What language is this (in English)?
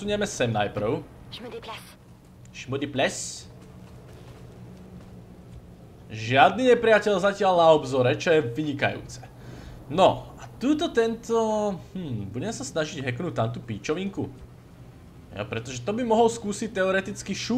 Slovak